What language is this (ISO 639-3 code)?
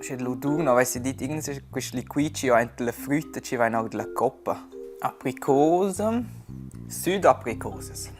roh